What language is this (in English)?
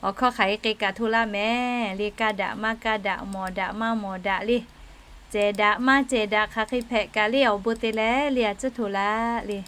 Lahu